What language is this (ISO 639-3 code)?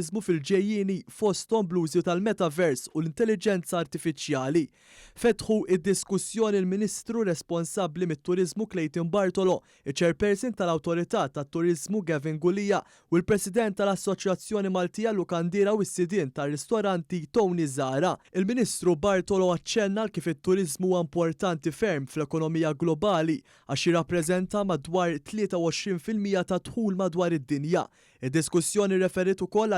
mlt